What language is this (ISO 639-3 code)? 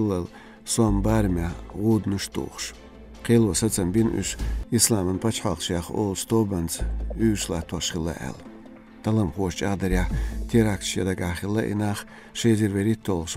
che